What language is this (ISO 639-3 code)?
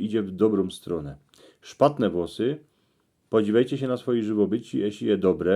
szl